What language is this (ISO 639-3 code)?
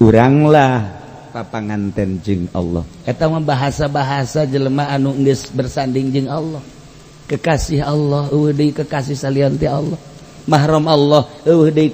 sun